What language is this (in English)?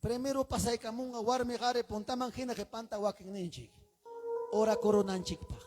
Ayacucho Quechua